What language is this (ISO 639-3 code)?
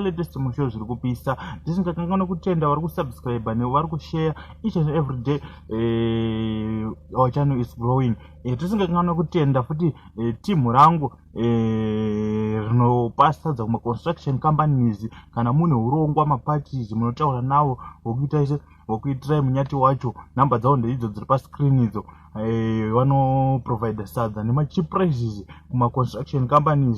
sna